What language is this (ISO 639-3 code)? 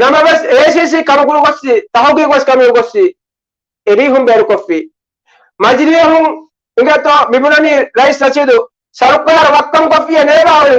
div